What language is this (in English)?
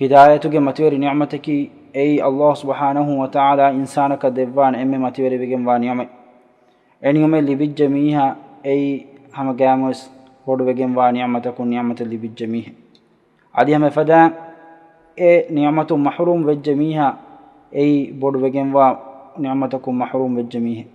Divehi